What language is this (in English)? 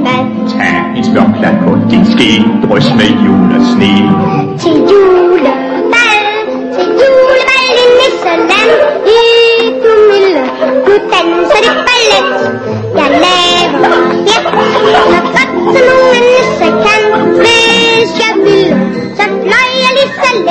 Danish